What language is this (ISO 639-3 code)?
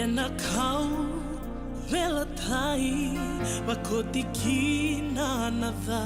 fij